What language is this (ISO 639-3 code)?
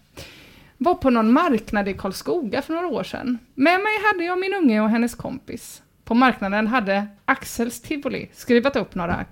swe